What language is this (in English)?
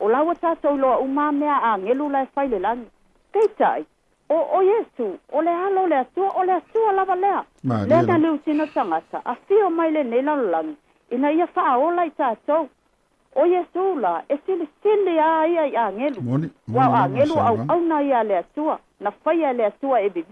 Samoan